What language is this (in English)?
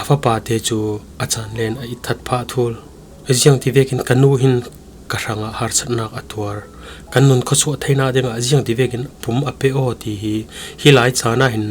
Falam Chin